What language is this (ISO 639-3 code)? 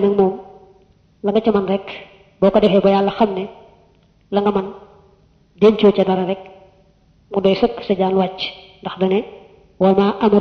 wol